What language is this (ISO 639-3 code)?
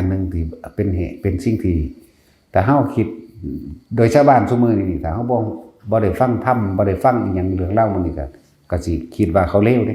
tts